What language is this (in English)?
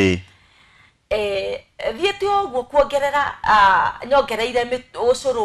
Kikuyu